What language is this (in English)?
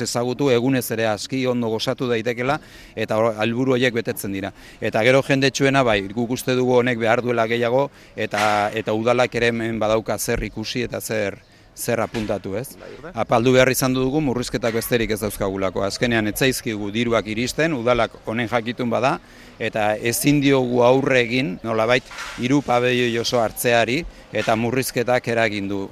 Basque